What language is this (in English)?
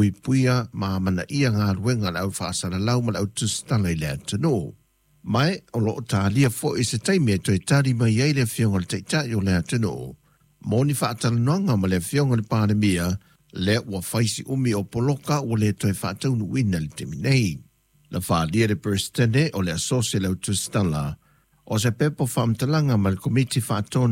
Samoan